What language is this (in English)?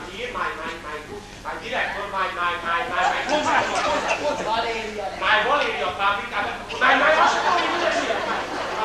Hungarian